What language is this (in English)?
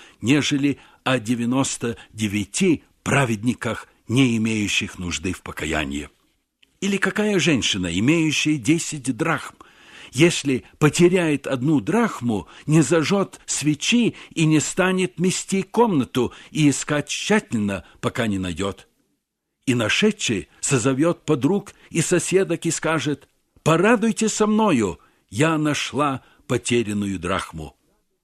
Russian